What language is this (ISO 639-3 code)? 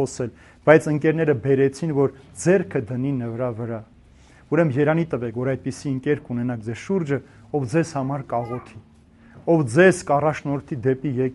hye